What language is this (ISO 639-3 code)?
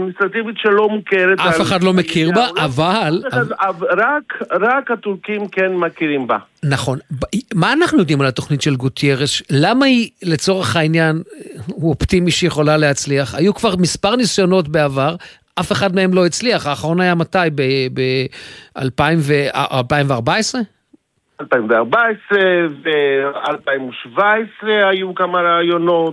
heb